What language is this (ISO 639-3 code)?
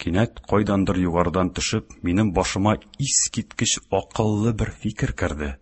tat